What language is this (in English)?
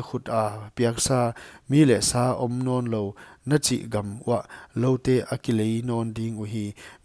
Paite Chin